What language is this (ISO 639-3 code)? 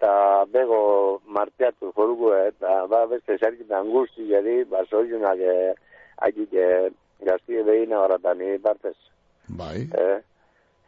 eus